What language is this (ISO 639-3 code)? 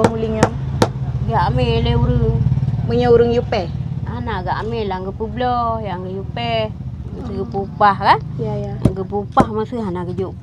ace